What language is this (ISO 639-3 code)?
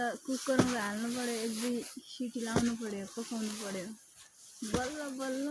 nep